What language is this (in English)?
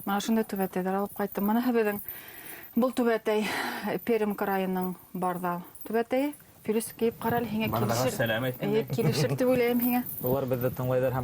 Bashkir